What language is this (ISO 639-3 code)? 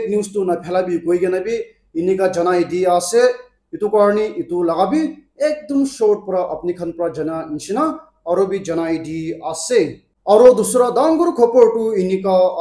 nag